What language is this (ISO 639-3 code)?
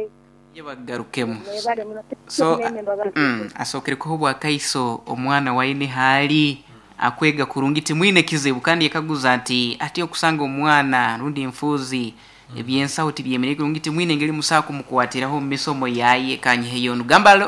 nyn